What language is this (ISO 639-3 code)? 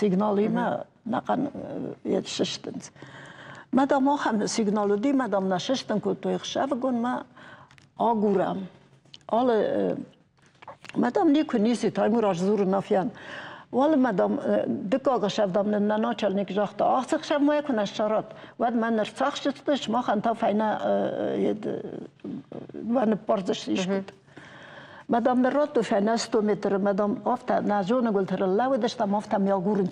oss